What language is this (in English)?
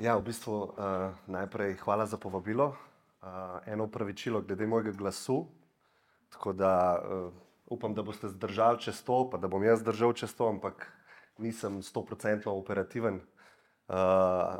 Slovenian